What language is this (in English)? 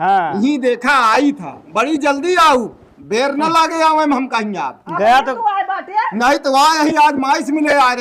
Awadhi